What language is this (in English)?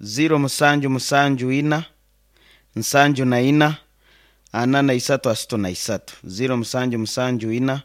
Nyoro